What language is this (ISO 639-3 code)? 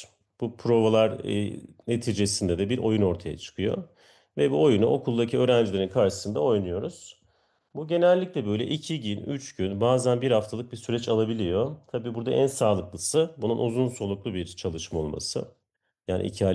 tur